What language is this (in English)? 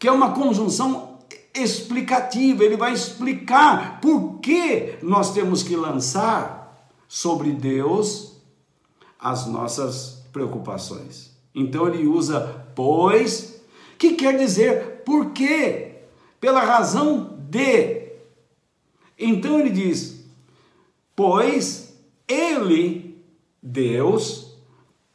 Portuguese